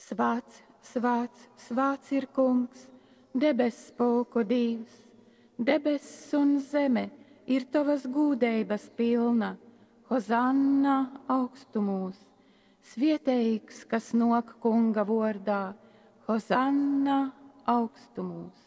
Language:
Latgalian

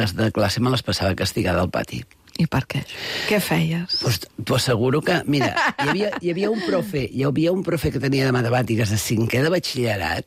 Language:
Catalan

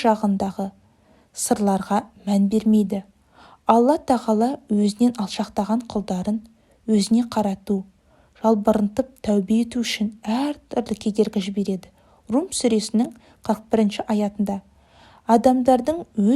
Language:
Kazakh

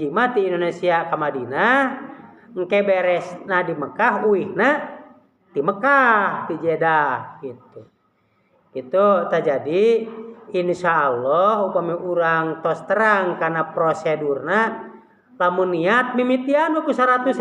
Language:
Sundanese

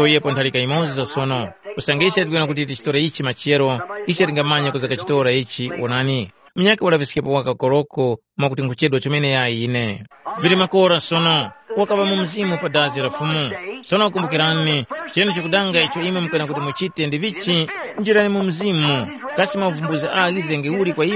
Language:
Tumbuka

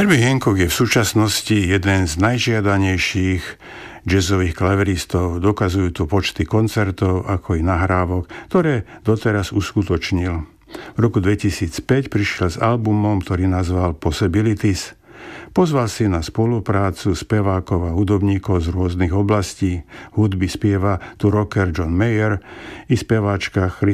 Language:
Slovak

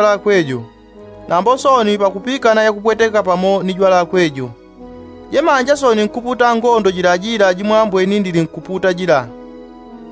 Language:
Yao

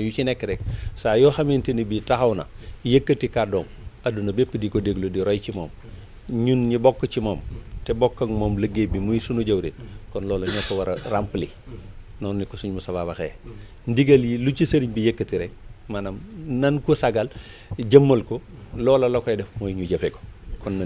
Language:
Wolof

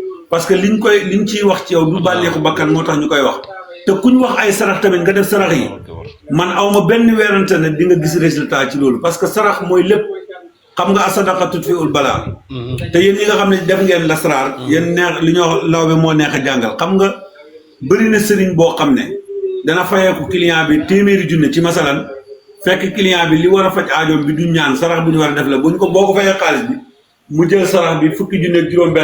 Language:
Wolof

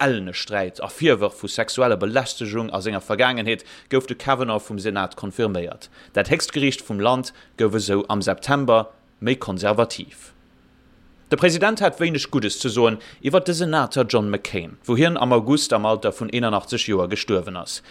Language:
Luxembourgish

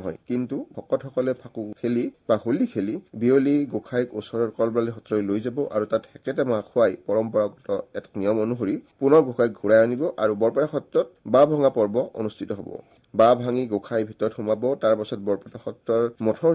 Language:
Assamese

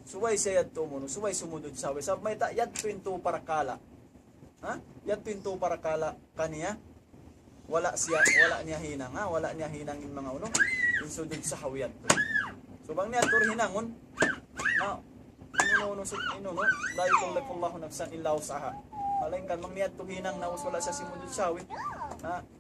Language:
Tausug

